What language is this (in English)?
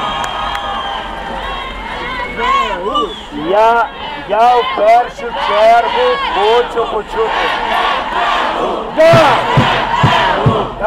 Ukrainian